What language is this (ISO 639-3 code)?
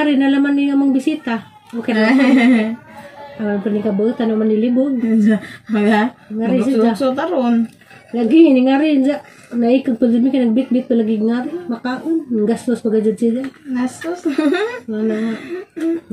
ceb